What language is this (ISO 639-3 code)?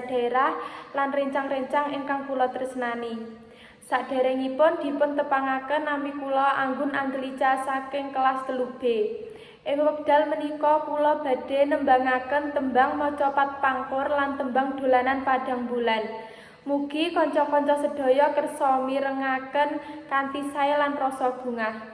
jav